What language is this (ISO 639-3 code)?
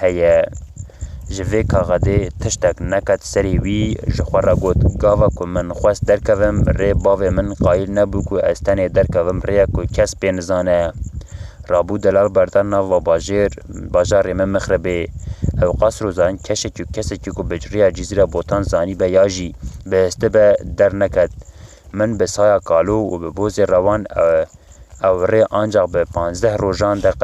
kur